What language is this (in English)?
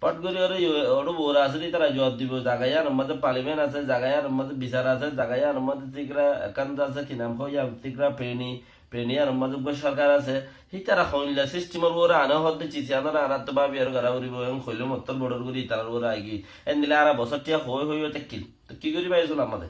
Rohingya